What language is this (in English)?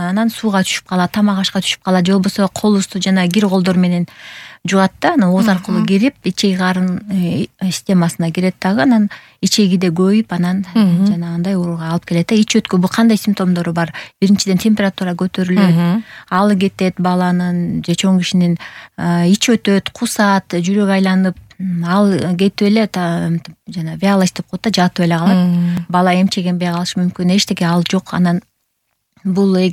Kyrgyz